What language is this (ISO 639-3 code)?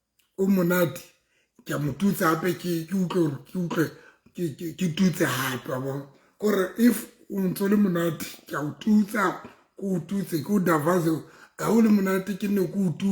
sot